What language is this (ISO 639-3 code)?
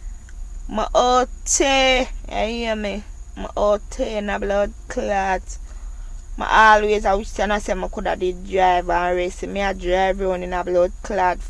jam